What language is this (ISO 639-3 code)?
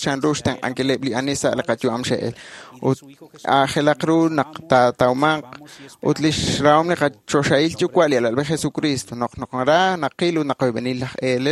kek